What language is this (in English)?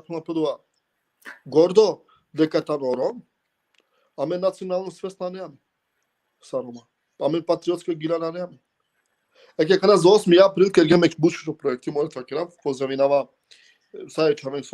Balkan Romani